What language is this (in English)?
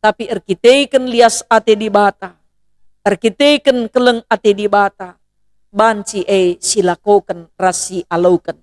Batak Karo